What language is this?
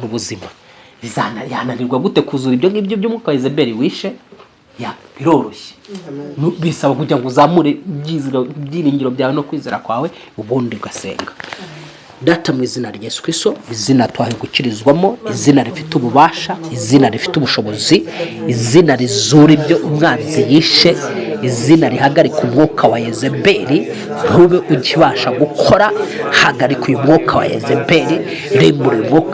Kinyarwanda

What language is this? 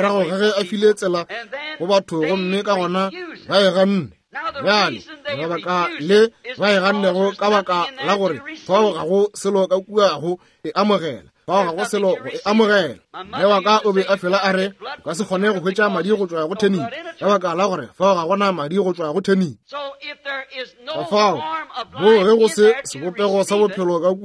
Northern Sotho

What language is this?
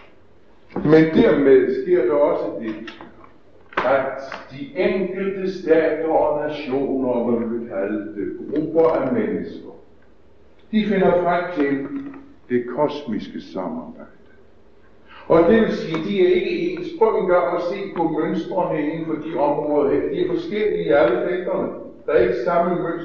Danish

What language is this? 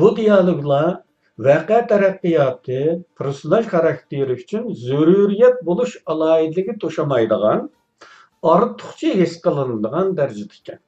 Uyghur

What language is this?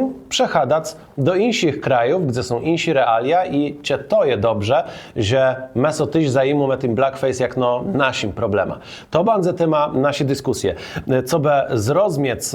Kashubian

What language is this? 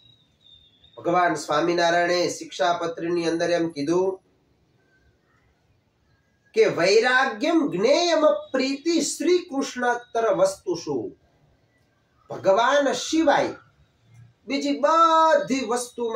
Gujarati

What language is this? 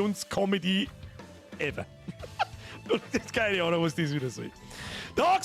Bavarian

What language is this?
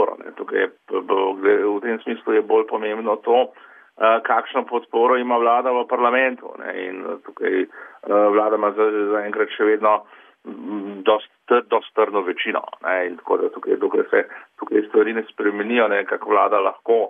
Slovenian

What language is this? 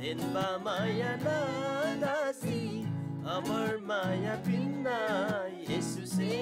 Eastern Tamang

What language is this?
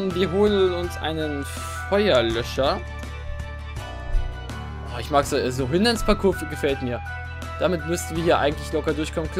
German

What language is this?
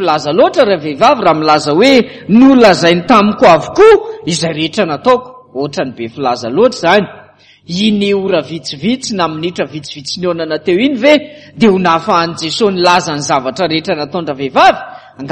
Malagasy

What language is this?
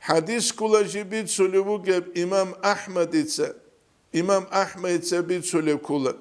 Avaric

